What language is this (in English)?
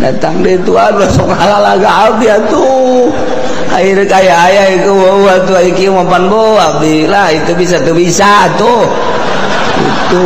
Sundanese